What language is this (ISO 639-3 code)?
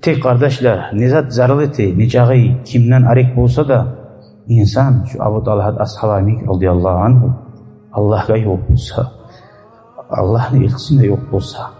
kum